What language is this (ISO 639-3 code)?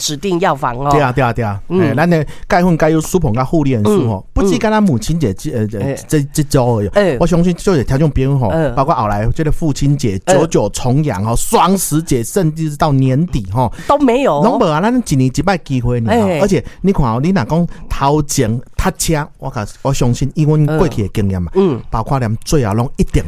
nan